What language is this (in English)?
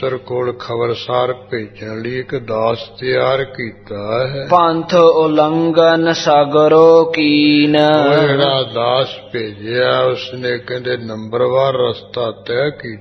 Punjabi